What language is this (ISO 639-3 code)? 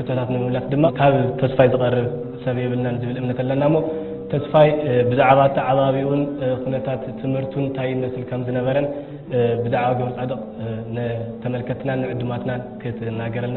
tir